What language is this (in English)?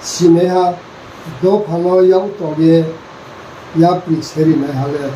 Riang (India)